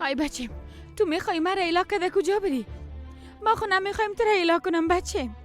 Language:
Persian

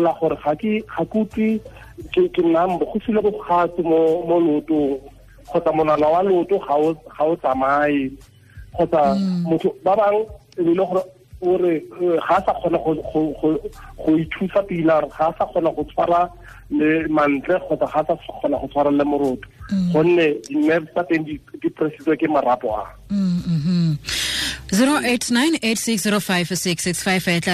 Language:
Tswana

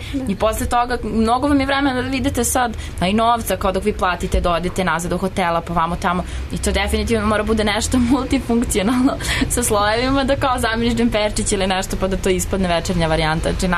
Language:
Serbian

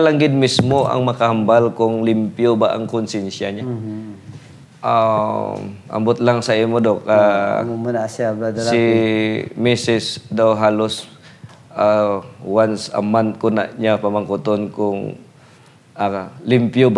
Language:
Hiligaynon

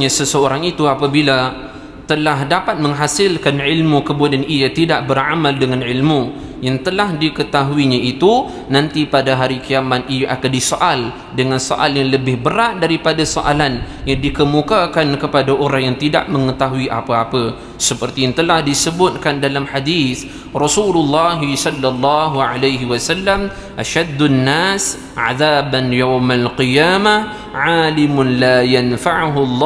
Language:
Malay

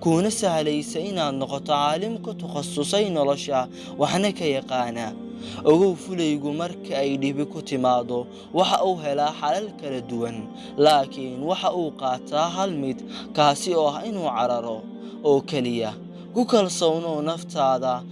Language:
Somali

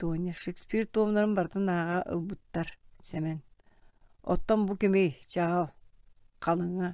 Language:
Yakut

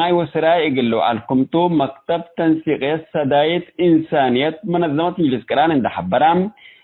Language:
Tigre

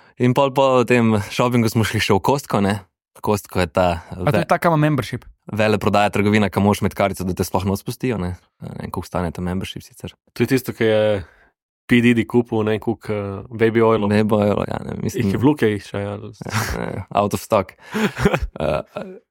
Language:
Slovenian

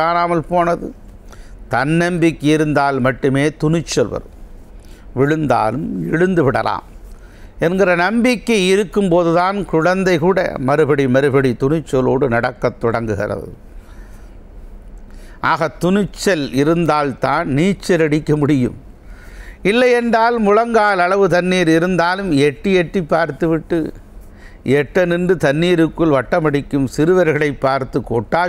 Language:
Tamil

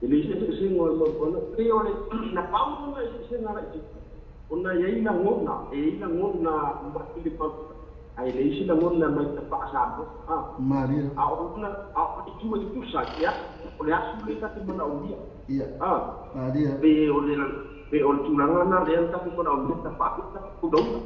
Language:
Samoan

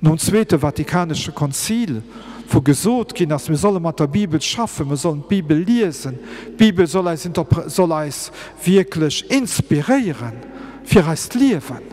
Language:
Luxembourgish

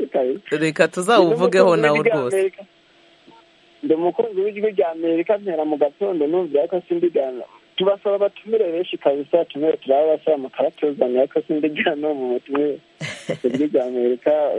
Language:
Kinyarwanda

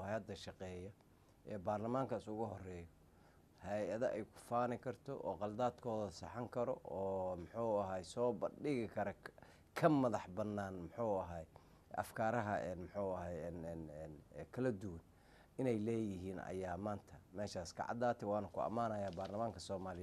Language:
Somali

